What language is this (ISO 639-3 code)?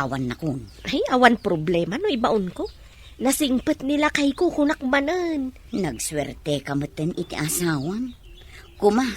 ilo